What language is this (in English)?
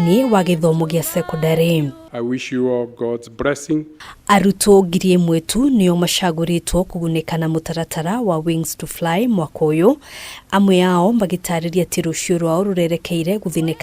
Kikuyu